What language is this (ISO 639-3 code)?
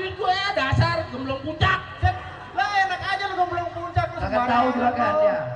bew